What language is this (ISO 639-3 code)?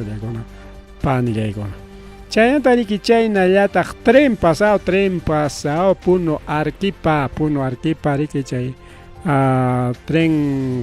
quy